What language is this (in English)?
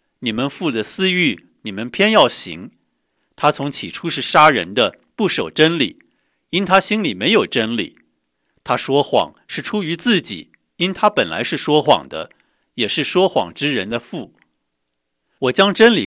Chinese